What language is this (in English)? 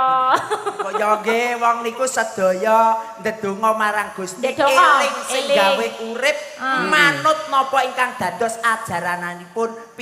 Javanese